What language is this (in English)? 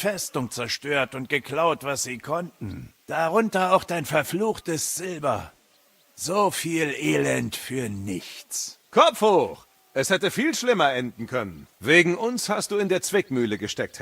Bavarian